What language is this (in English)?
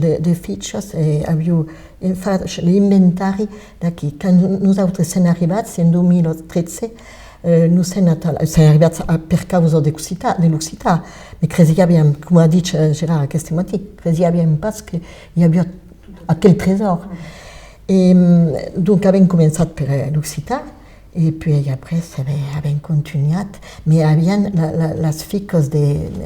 Occitan